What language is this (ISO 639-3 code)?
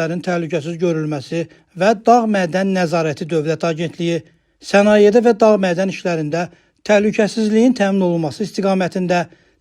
aze